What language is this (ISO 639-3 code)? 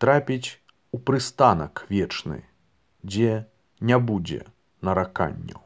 bel